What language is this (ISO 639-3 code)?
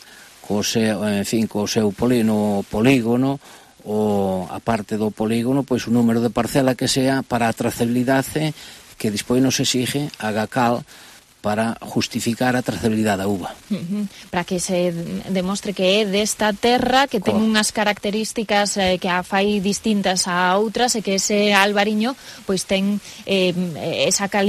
glg